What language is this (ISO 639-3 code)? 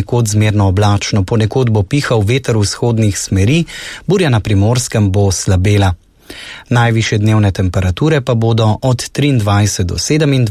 slv